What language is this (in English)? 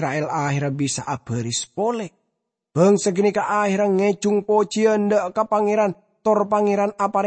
Madurese